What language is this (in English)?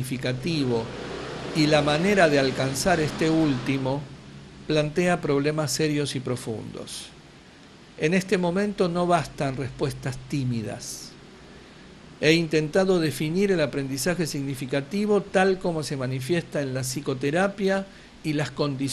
Spanish